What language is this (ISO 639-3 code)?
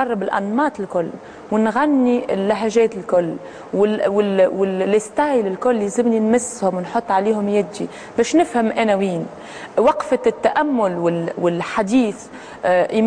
aeb